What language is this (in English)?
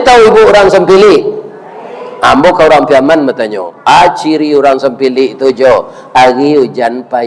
Minangkabau